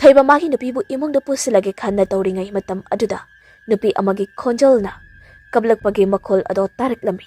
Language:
Manipuri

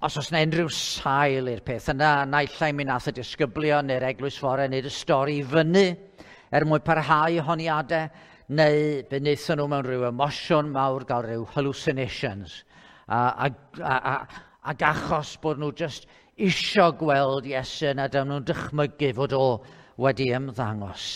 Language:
Welsh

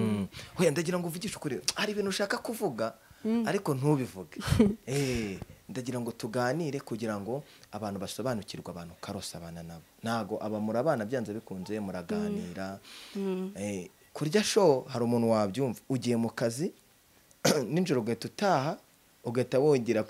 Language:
Kinyarwanda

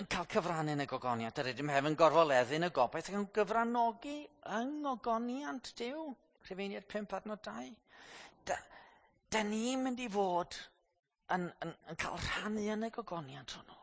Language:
Welsh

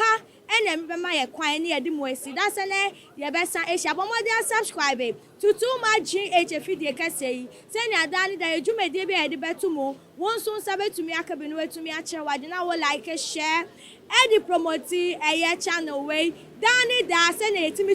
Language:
Akan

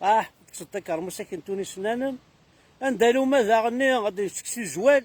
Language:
Kabyle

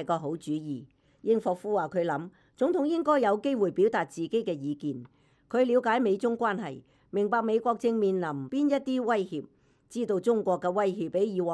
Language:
Cantonese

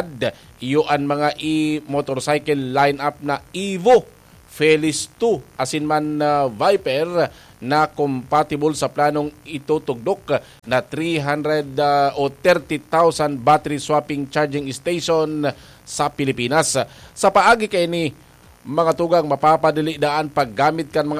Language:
Bikol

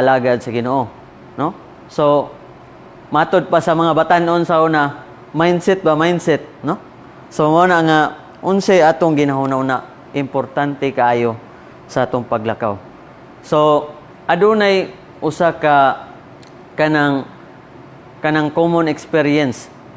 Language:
Cebuano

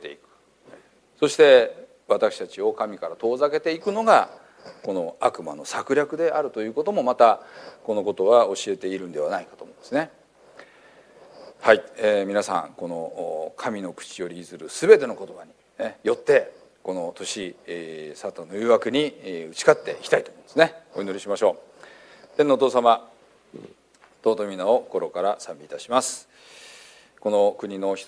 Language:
Japanese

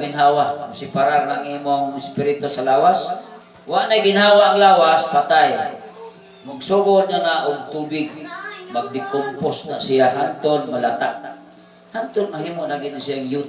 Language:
Cebuano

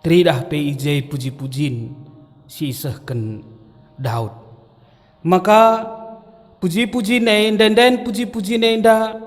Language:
Batak Karo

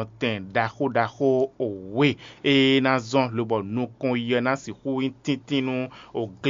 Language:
Fon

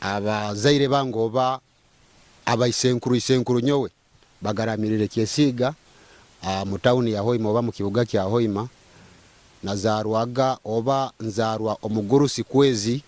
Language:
Nyoro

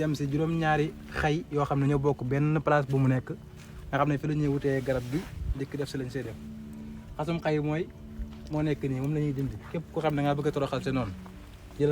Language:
Wolof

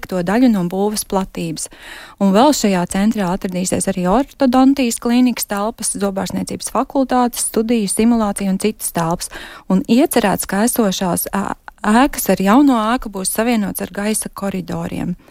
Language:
Latvian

